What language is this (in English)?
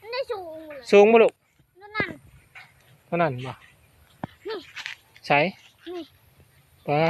Northeastern Thai